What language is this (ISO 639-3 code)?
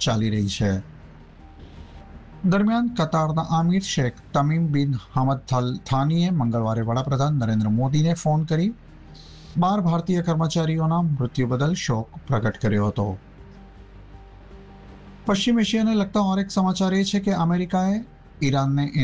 guj